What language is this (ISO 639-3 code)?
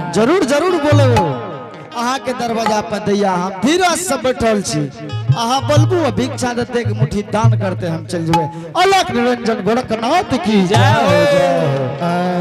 anp